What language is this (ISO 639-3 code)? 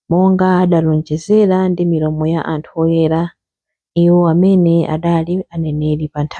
nya